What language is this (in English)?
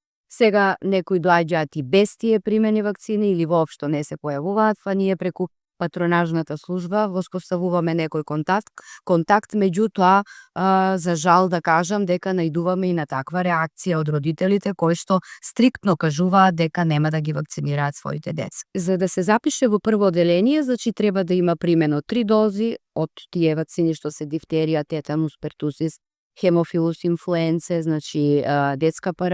Macedonian